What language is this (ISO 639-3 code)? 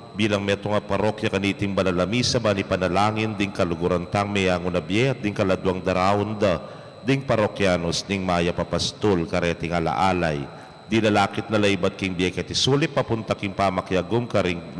pam